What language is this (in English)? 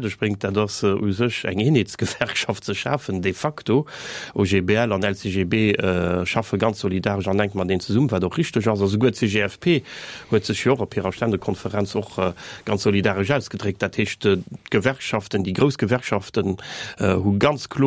Luxembourgish